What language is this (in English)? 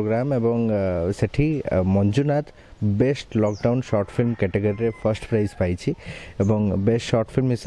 Odia